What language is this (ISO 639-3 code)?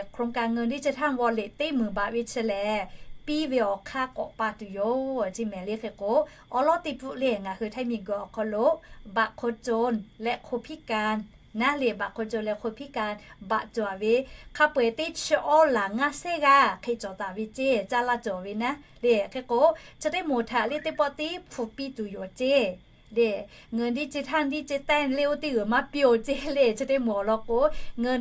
lhu